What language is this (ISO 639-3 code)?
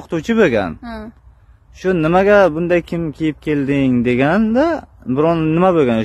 uzb